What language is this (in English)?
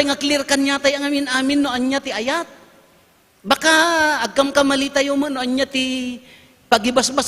Iloko